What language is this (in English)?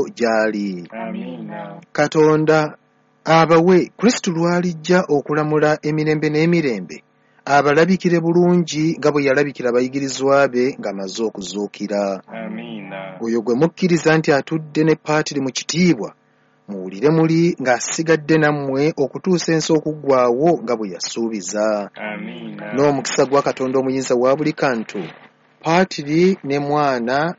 Ganda